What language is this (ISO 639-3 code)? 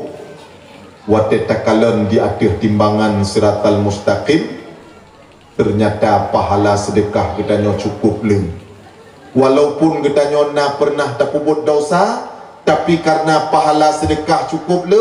ace